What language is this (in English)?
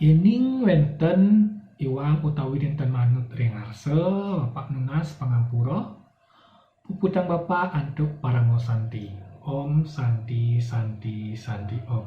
Balinese